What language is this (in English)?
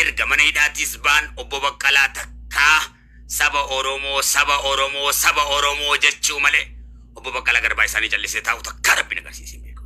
Oromo